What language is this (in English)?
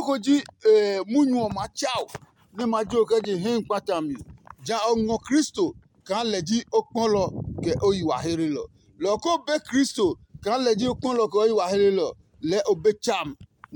Adangme